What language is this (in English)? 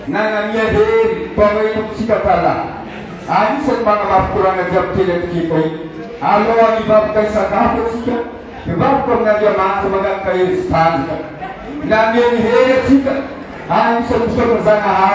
Malagasy